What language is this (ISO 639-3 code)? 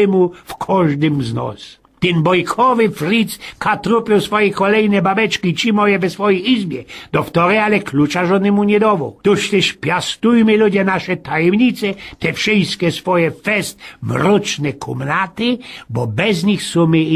szl